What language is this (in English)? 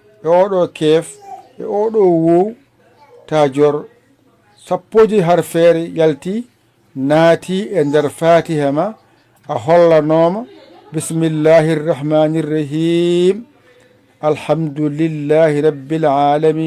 Fula